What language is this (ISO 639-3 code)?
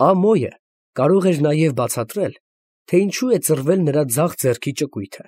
hye